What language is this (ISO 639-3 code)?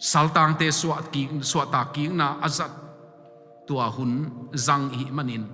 ctd